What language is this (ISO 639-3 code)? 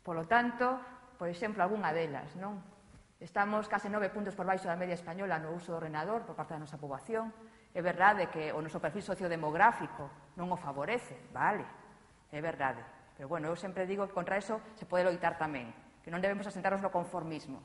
glg